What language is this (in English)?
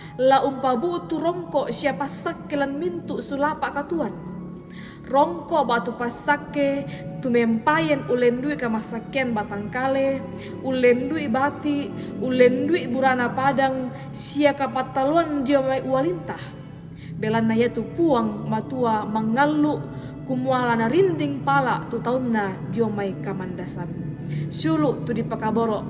Toraja-Sa'dan